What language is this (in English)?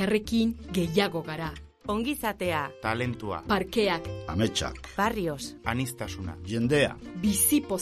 Basque